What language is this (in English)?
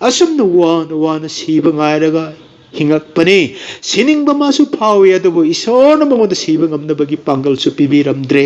Manipuri